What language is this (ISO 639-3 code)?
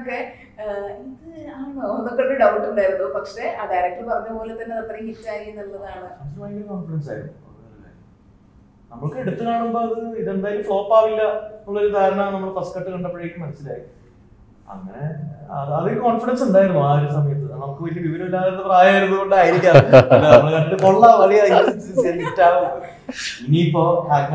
mal